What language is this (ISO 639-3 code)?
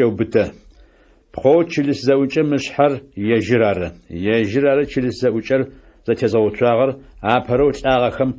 ady